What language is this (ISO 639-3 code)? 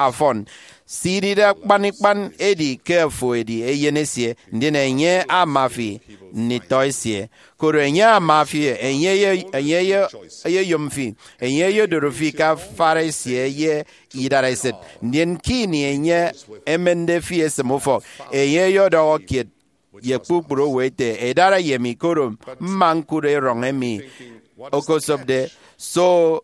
efi